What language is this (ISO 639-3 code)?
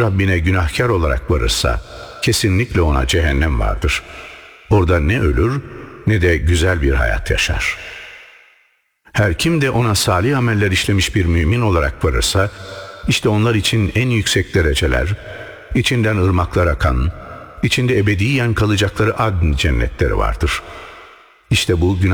tur